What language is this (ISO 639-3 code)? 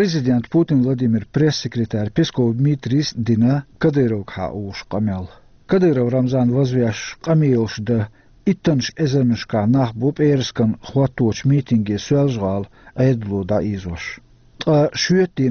che